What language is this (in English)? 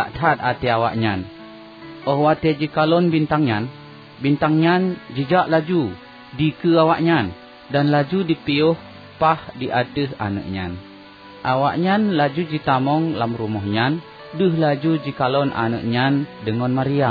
Achinese